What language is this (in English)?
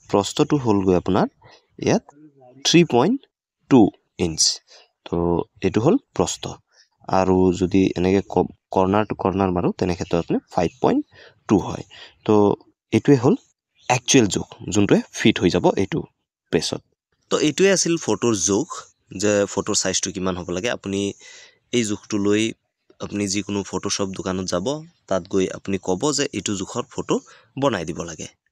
Assamese